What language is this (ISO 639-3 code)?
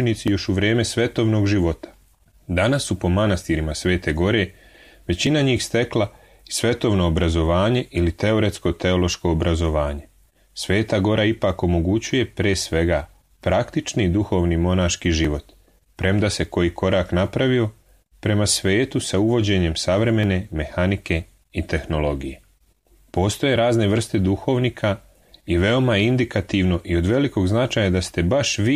srp